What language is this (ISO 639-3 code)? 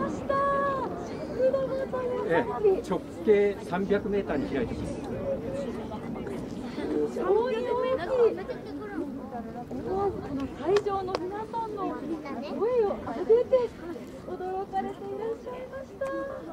jpn